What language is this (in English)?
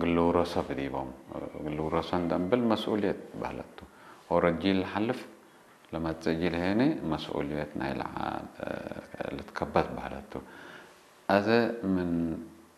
Tigrinya